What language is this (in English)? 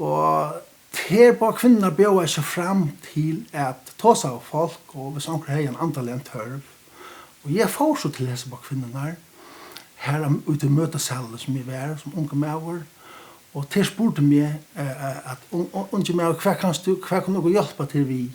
Faroese